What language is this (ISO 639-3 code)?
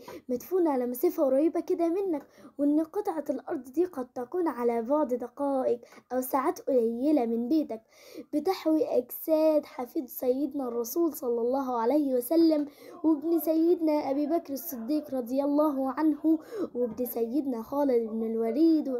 arz